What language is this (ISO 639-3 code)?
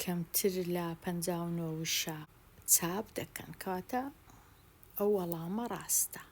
ckb